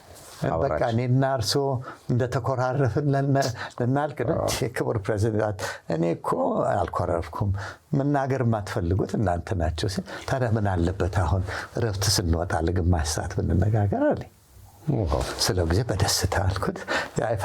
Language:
Amharic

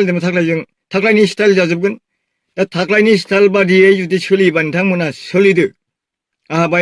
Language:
Bodo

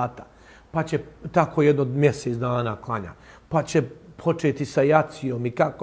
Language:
Bosnian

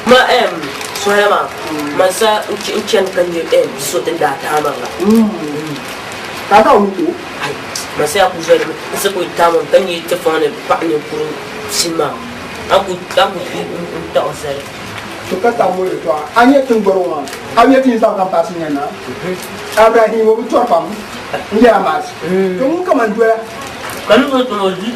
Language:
Dagbani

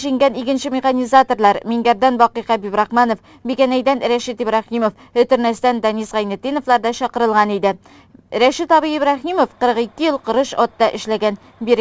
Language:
Tatar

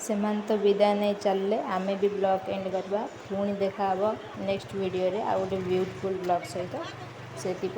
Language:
Odia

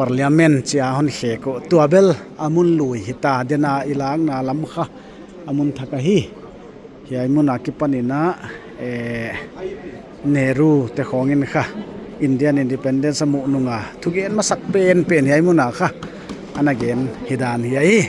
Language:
Paite Chin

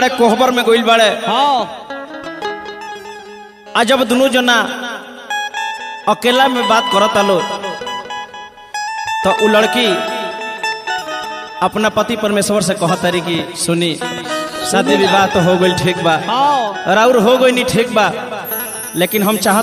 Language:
Bhojpuri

